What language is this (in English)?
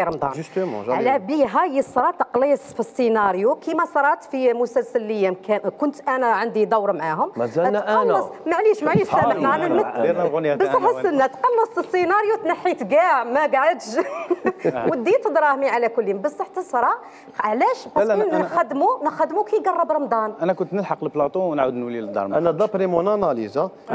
Algerian Arabic